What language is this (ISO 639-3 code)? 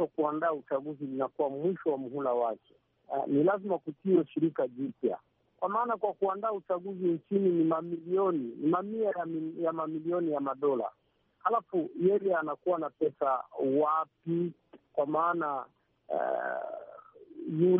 swa